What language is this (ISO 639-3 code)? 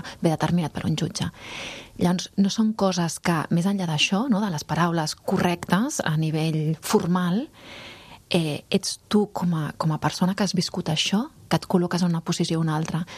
cat